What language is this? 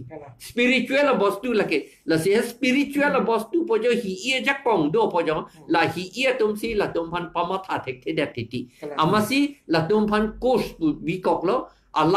Karbi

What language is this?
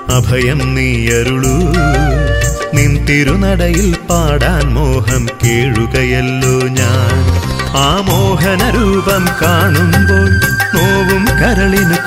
Malayalam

